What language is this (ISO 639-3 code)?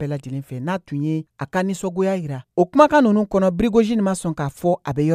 bam